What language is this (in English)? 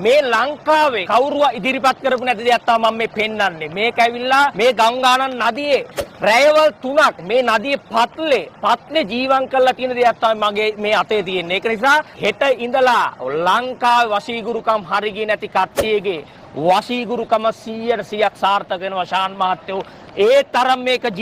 Sinhala